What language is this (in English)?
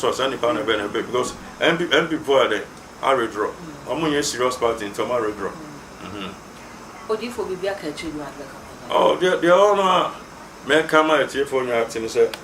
Akan